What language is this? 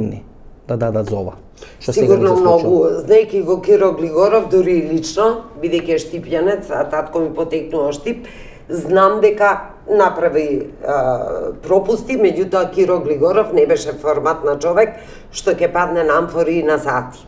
Macedonian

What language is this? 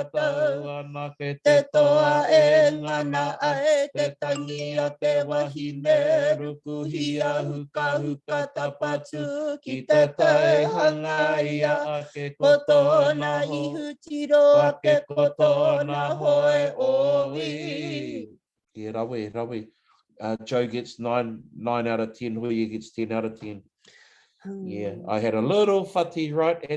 Māori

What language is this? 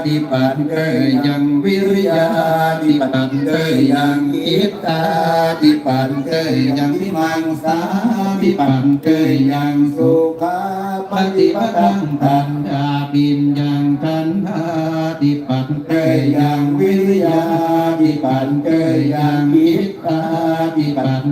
Pali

